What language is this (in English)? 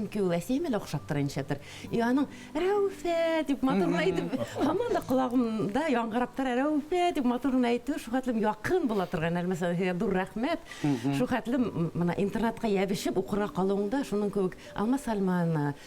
Bashkir